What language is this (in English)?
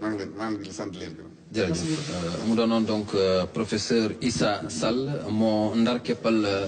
Wolof